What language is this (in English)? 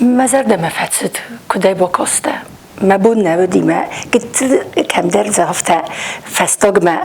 Ossetic